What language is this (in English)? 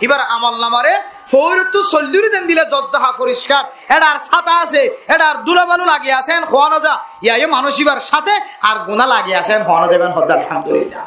Rohingya